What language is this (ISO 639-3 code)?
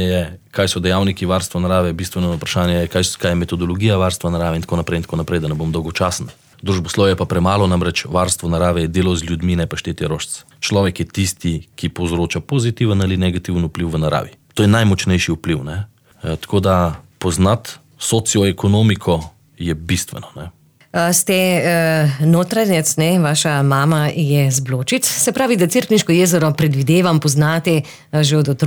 slv